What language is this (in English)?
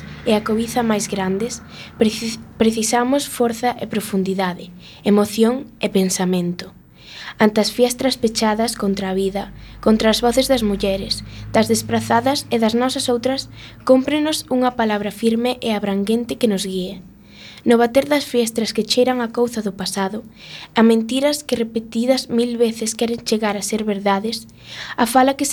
Galician